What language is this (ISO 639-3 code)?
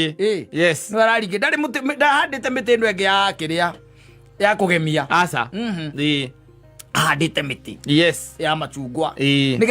kik